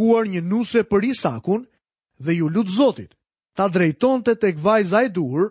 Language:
Albanian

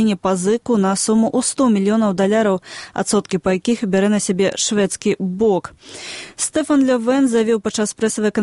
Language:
Belarusian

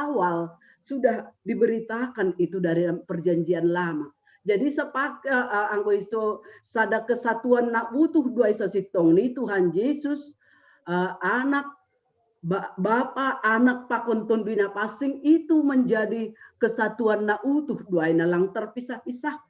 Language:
Batak Simalungun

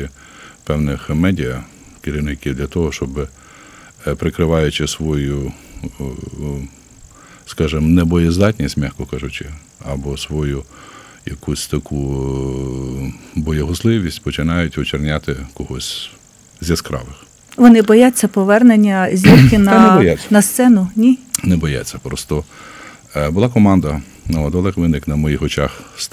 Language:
Ukrainian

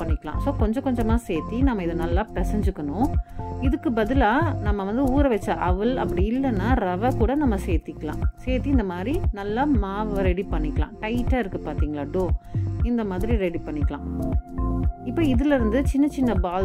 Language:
Tamil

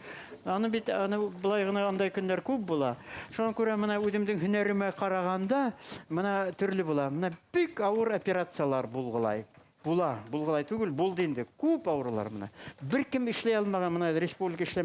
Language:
Bashkir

